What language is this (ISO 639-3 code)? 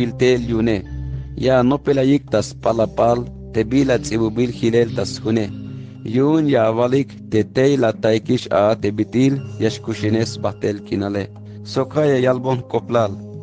tzh